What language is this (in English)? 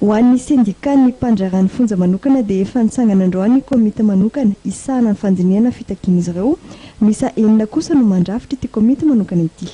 Malagasy